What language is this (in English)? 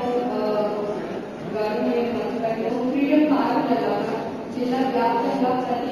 Telugu